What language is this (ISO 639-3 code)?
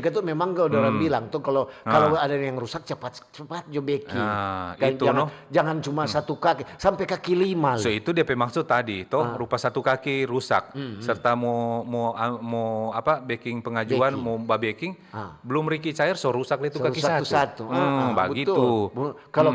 xmm